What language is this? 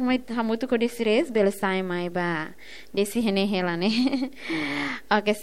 Tetum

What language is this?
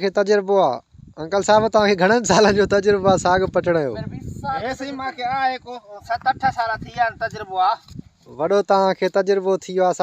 Sindhi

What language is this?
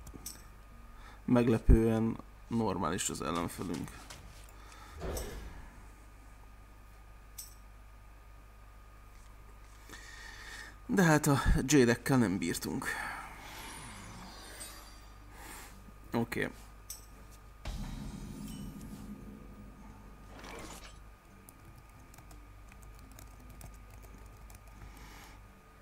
Hungarian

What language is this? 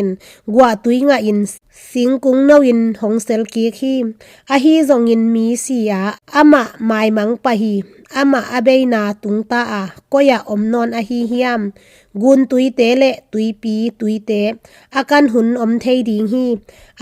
Tedim Chin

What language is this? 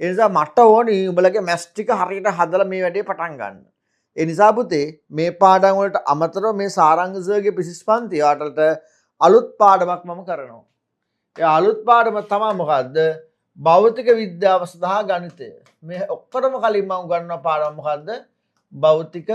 Sinhala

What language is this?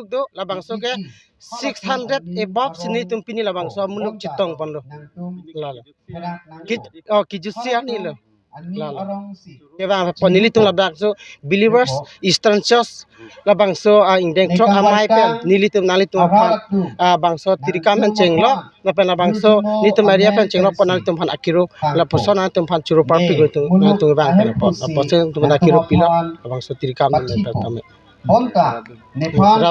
Karbi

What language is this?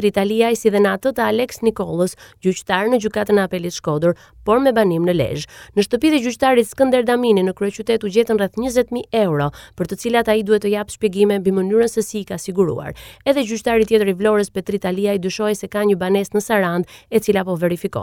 Albanian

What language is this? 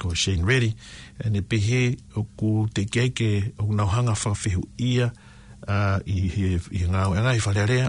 Tongan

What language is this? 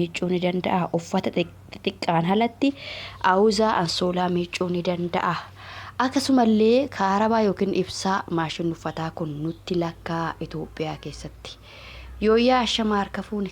Oromo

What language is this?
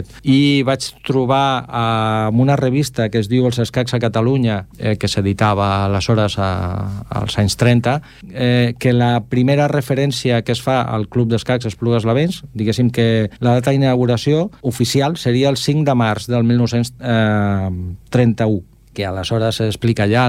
Catalan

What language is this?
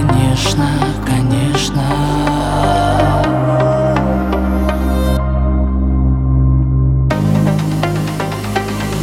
Russian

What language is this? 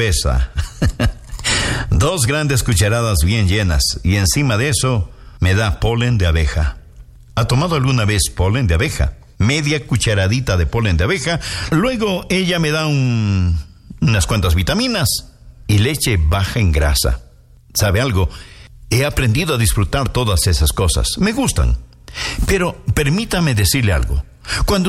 Spanish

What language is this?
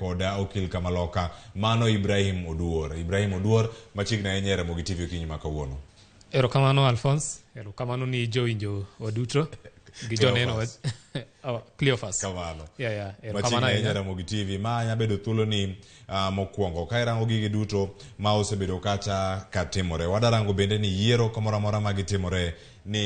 Luo (Kenya and Tanzania)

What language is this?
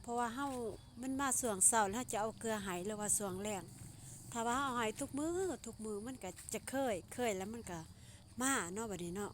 Lao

